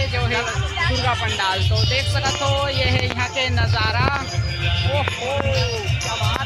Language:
Chhattisgarhi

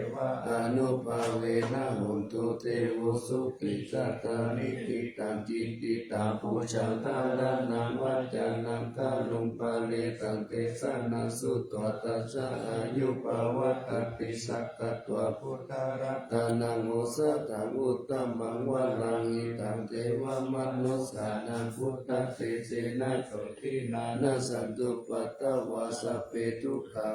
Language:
Pali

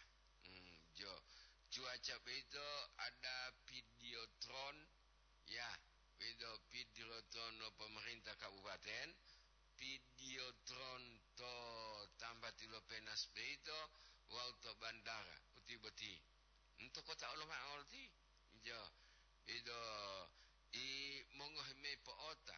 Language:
Gorontalo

